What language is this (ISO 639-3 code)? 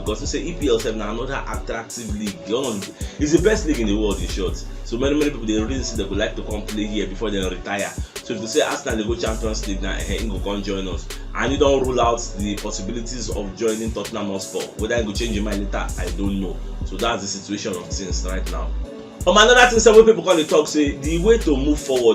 pcm